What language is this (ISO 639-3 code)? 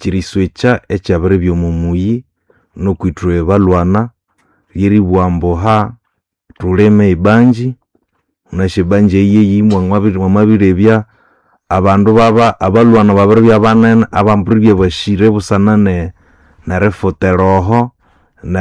nnb